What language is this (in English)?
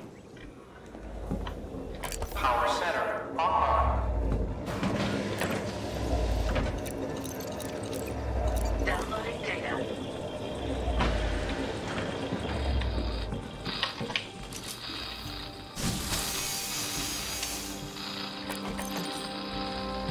Czech